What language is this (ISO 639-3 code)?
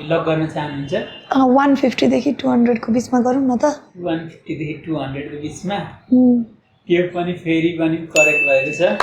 nep